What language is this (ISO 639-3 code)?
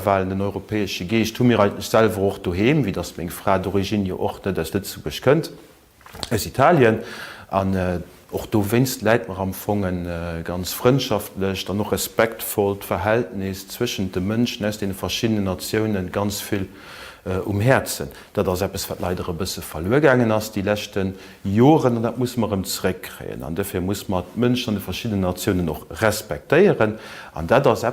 ltz